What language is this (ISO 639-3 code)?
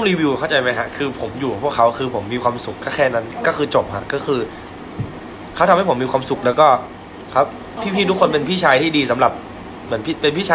tha